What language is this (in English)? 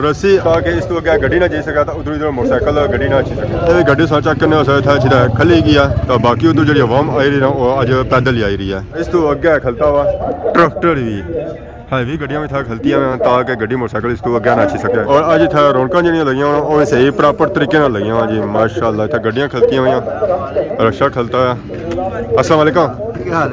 Pahari-Potwari